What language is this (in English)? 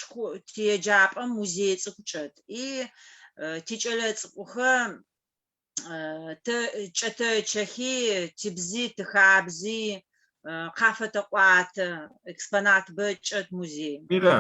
Adyghe